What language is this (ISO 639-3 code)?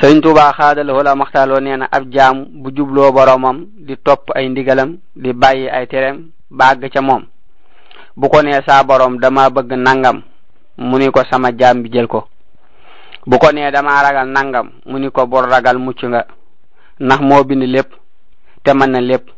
wol